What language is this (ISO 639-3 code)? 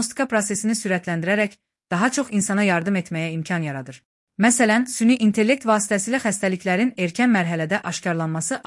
aze